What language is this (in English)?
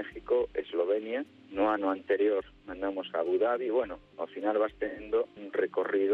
Galician